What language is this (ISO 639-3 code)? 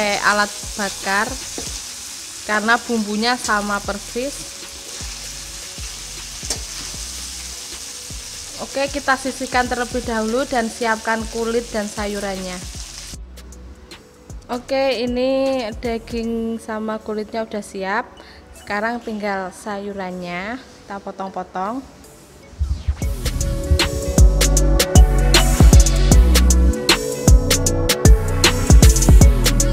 ind